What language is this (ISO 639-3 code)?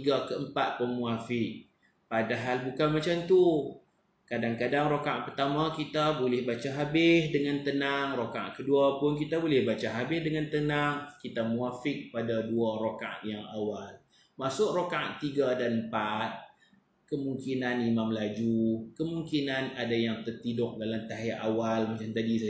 msa